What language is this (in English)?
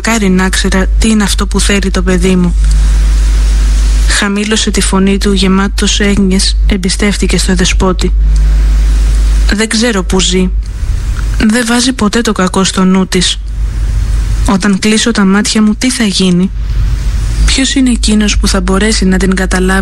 Greek